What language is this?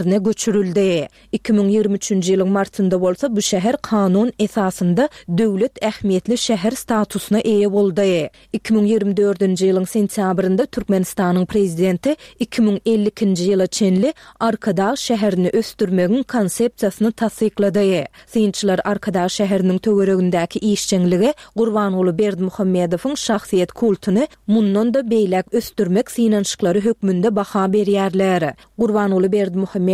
Turkmen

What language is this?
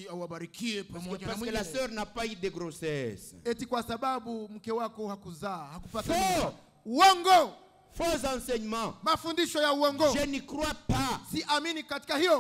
Swahili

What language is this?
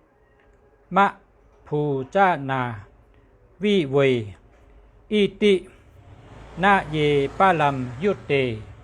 Shan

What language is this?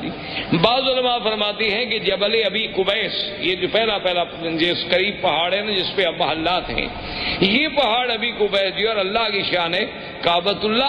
Urdu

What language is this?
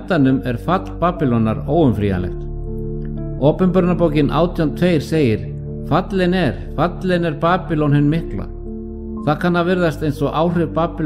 Icelandic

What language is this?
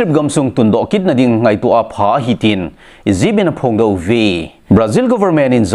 Thado Chin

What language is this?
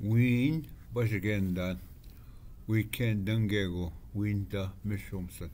Ojibwa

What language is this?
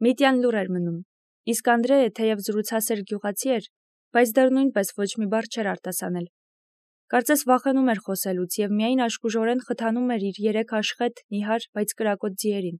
Armenian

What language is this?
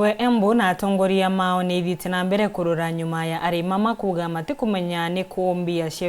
Meru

